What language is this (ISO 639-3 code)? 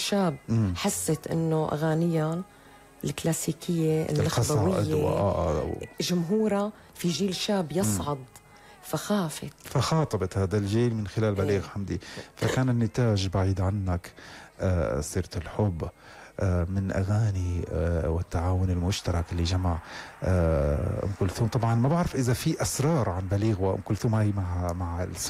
apc